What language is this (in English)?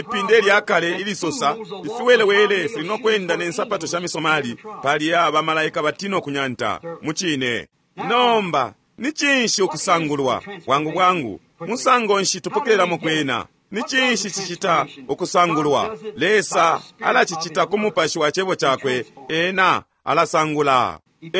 Bemba